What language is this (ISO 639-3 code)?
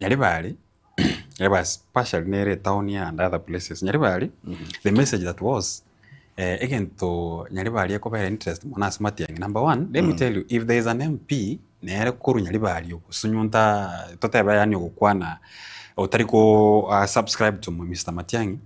guz